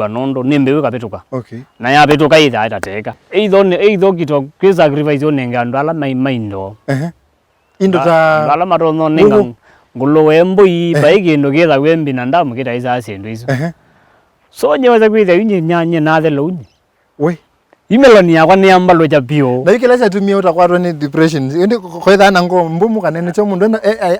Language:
Kamba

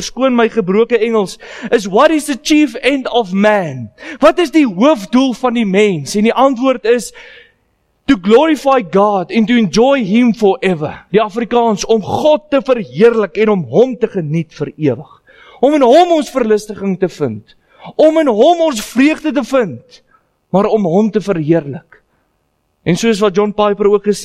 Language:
Afrikaans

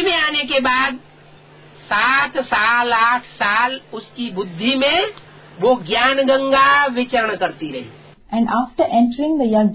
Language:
Hindi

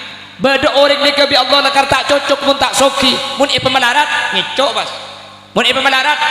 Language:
Madurese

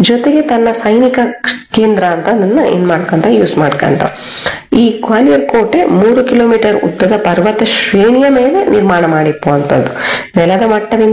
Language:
Kannada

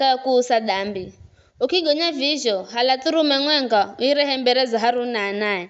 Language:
Giryama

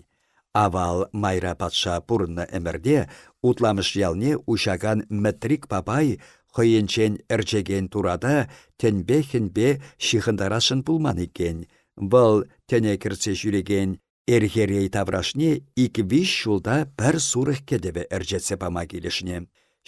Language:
Chuvash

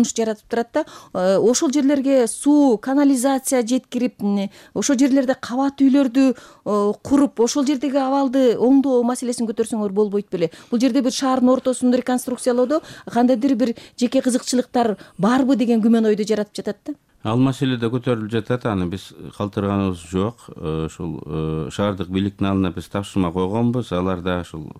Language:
Kyrgyz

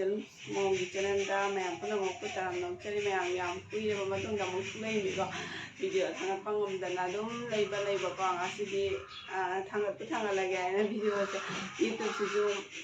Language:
Manipuri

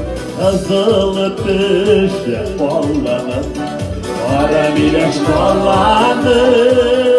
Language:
Tatar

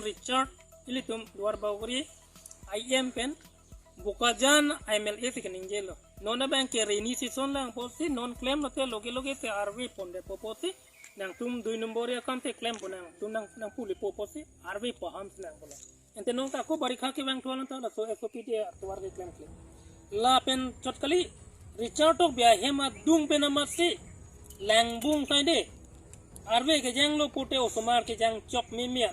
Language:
Karbi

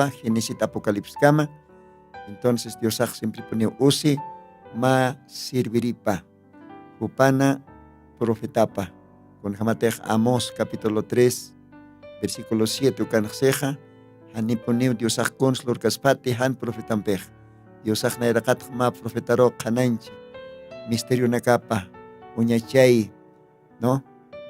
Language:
Aymara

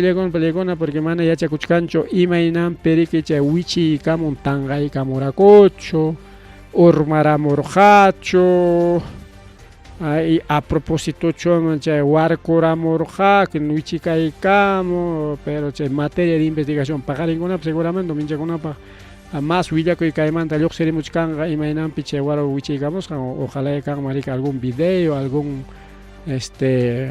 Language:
Ayacucho Quechua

